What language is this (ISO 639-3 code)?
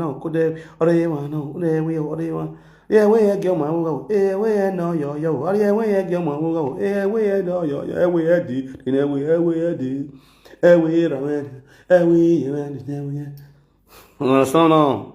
pcm